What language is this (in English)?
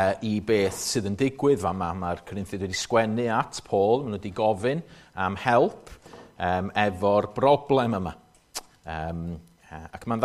Welsh